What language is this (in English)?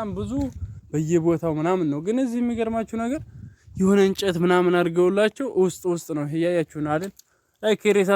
Amharic